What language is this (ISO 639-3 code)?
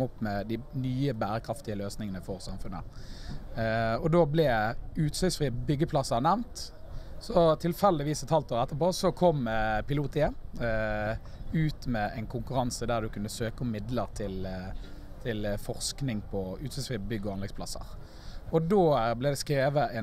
nor